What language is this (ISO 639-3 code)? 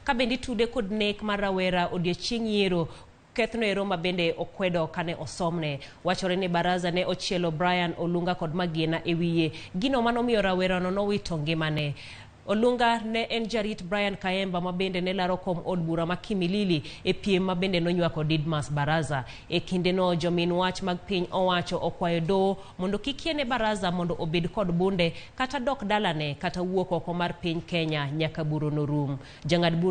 luo